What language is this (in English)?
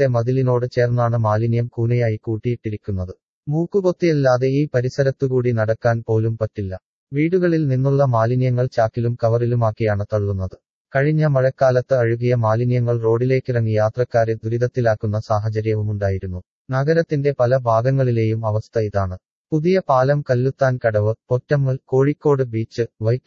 Malayalam